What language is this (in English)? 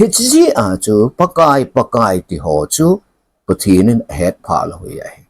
Thado Chin